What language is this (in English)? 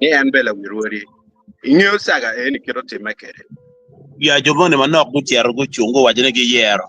Acoli